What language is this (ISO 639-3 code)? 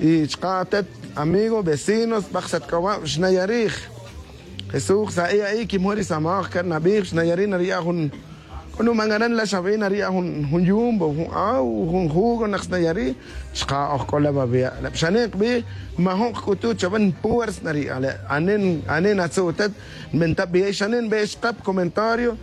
tzj